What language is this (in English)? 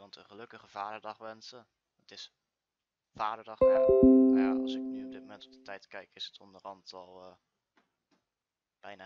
Dutch